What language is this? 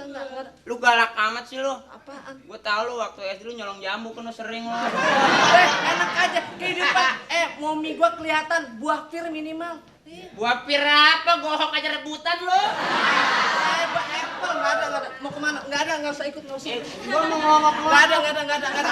Betawi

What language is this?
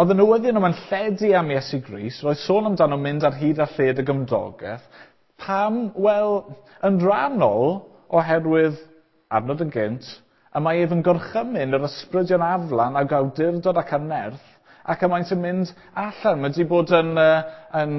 Welsh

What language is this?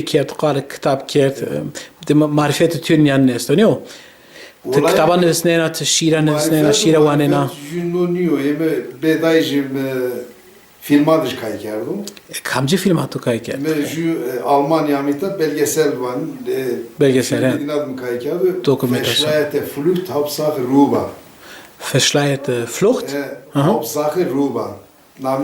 Zaza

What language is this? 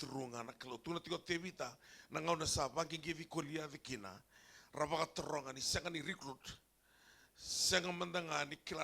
Fijian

